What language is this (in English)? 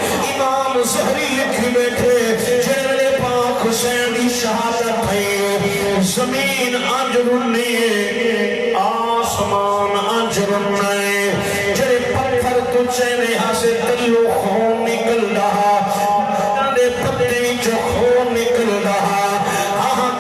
Saraiki